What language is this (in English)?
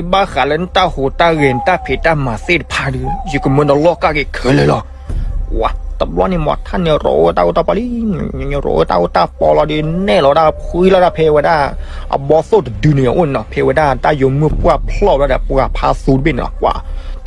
S'gaw Karen